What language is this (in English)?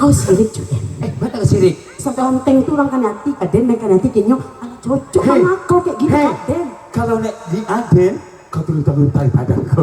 Minangkabau